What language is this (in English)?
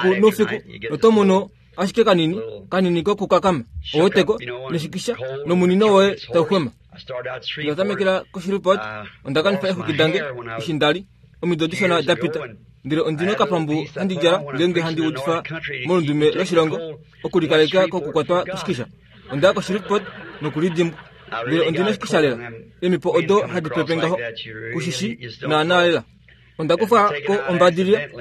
Kuanyama